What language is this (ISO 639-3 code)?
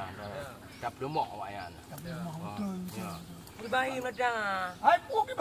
ace